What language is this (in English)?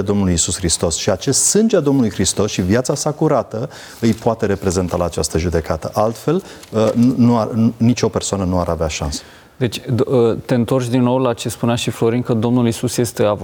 Romanian